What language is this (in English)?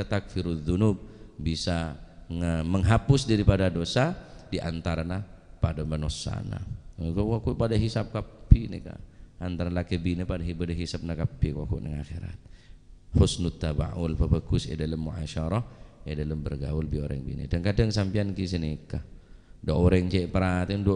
Madurese